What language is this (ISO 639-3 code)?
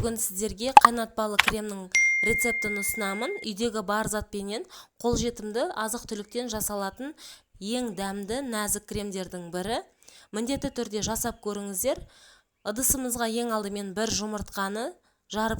kaz